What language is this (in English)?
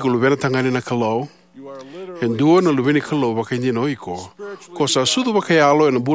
Fijian